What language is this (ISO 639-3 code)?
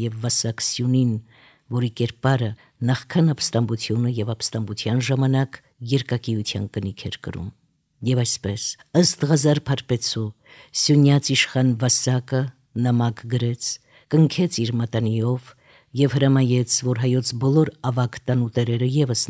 hye